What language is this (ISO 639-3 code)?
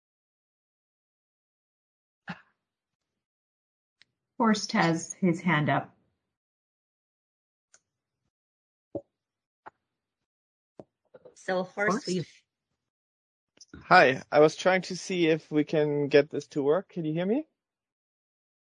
eng